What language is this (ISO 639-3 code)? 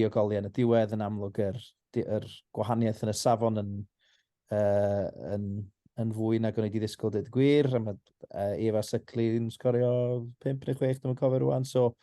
cym